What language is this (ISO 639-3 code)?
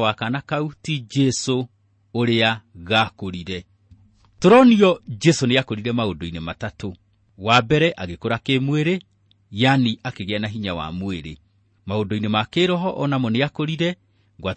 kik